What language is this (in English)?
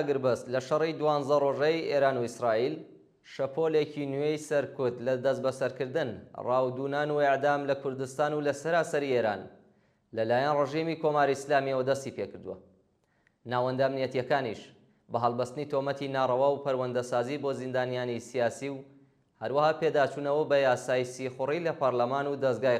Central Kurdish